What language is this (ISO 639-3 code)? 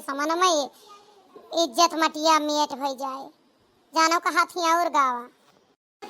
awa